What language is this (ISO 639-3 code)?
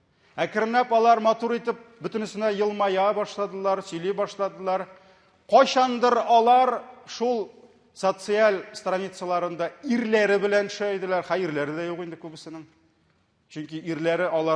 tat